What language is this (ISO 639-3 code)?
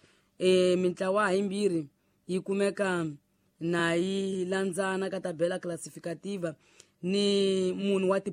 tso